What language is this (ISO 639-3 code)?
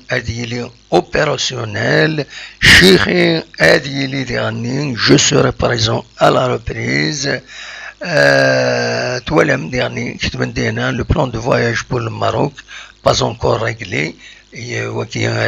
kab